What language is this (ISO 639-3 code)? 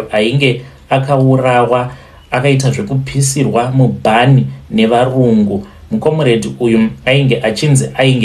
sna